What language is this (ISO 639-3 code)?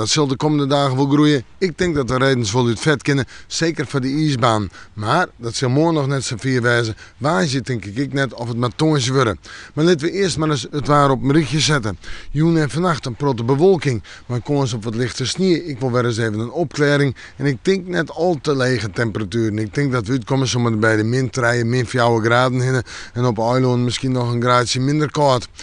fry